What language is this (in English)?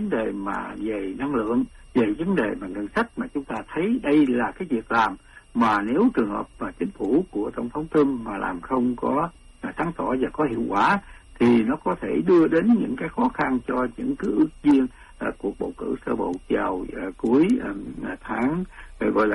Vietnamese